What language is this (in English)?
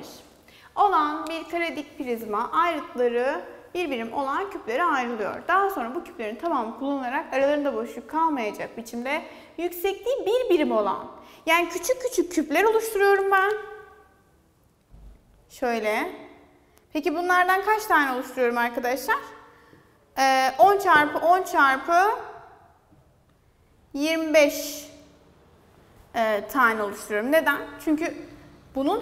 Turkish